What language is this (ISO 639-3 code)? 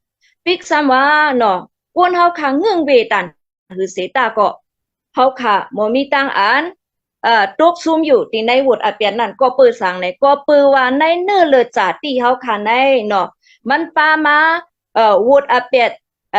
shn